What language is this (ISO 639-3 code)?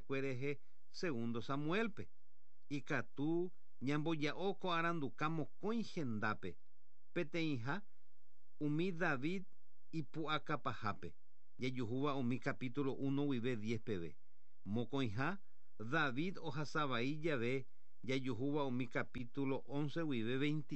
grn